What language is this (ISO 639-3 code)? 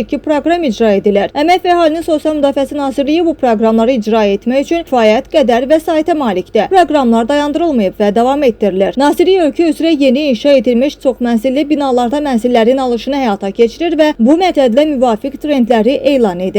aze